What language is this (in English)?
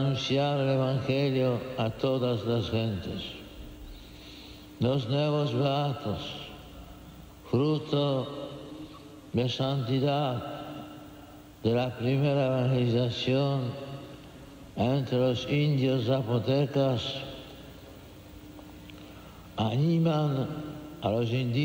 Spanish